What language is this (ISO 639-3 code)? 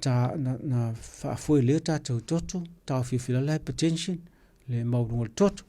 smo